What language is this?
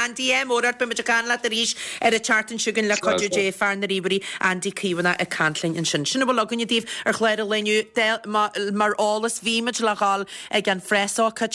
Irish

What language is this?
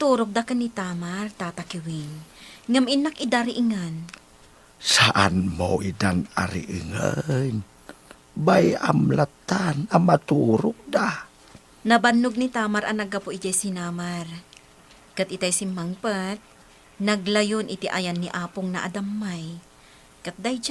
Iloko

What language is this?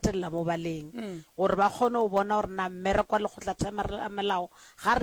Northern Sotho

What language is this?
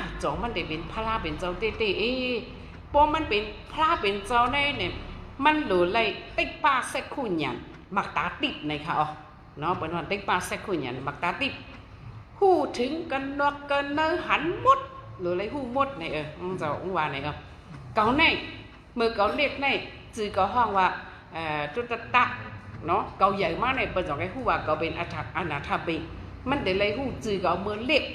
Shan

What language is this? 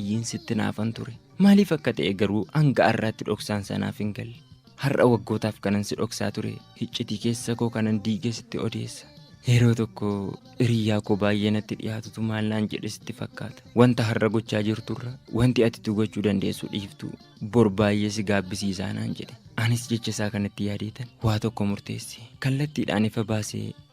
Oromo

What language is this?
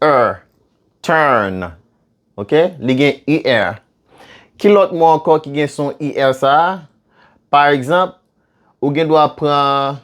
Haitian Creole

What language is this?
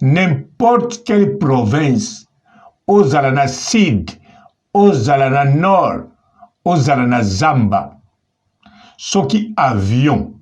Lingala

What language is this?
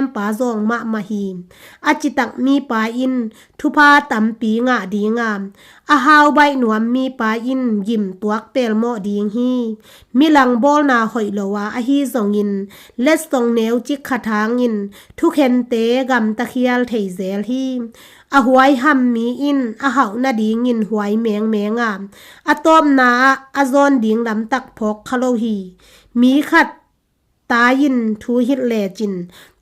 Tedim Chin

